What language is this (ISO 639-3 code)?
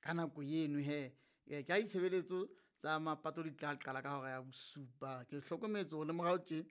sot